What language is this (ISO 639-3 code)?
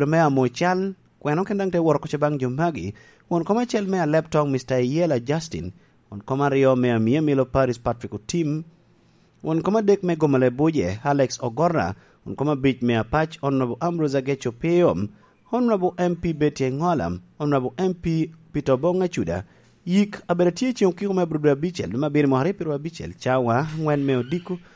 laj